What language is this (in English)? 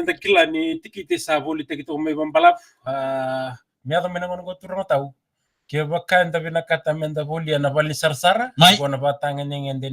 Fijian